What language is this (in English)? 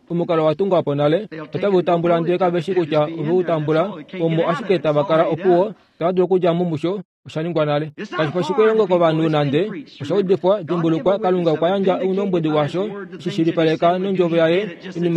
Kuanyama